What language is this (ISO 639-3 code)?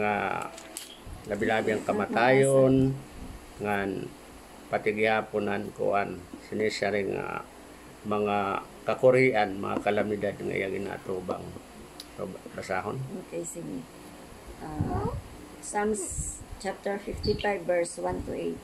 war